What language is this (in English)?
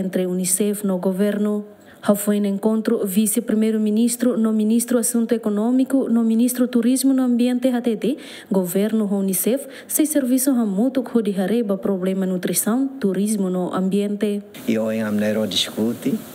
Tetum